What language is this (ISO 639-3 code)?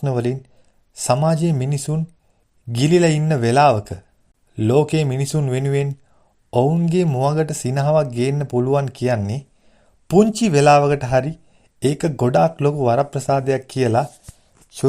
sin